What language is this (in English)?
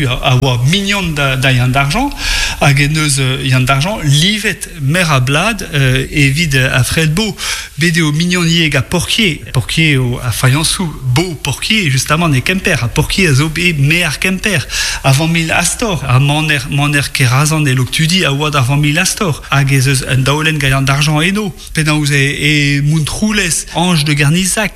Breton